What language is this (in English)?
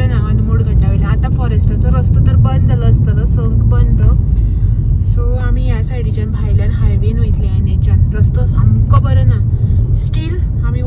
Konkani